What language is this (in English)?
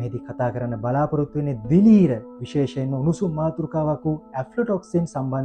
Sinhala